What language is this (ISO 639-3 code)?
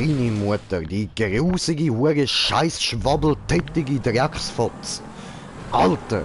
gsw